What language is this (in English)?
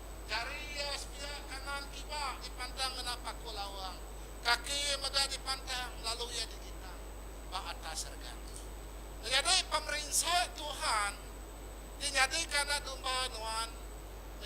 Iban